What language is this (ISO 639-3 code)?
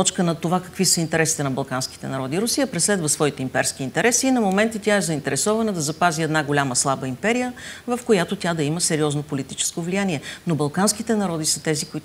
bul